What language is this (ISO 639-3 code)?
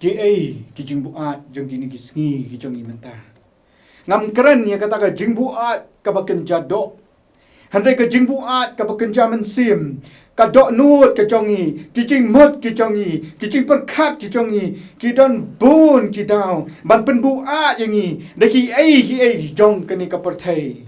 kha